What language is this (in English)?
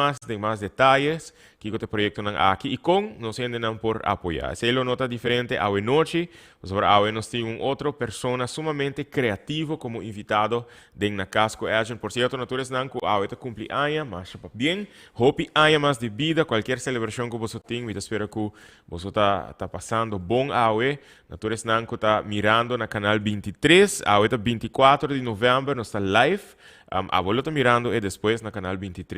Papiamento